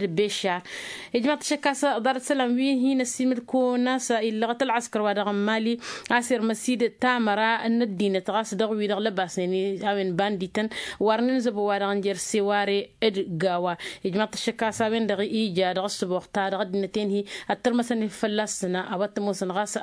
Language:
Tamasheq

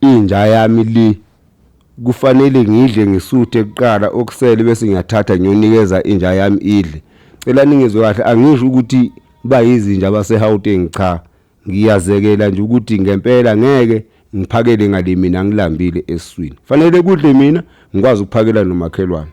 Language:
Zulu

